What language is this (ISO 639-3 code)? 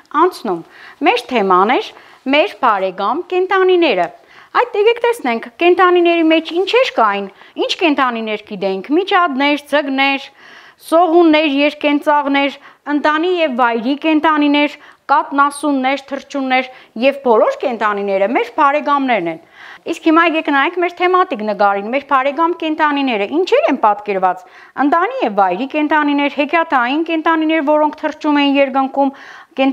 hye